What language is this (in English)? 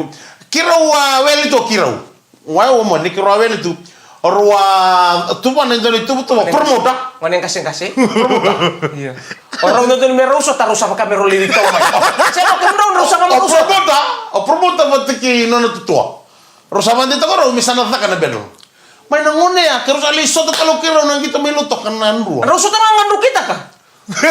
Fijian